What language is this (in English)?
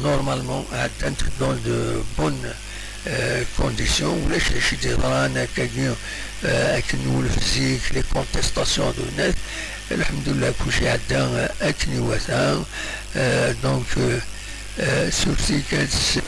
Kabyle